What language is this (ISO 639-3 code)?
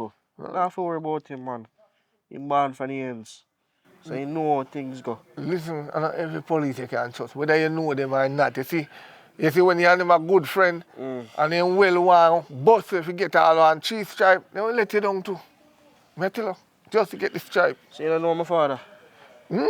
jam